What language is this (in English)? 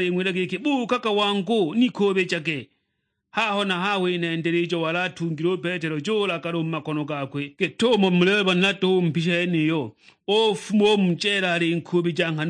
Sukuma